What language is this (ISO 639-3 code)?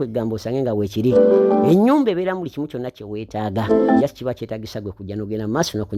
lug